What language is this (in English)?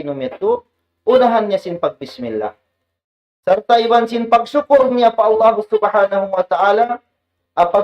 Tausug